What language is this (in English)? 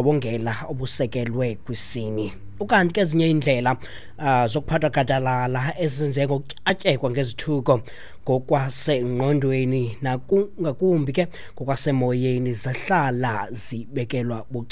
Xhosa